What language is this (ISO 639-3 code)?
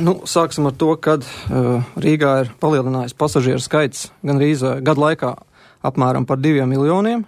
lav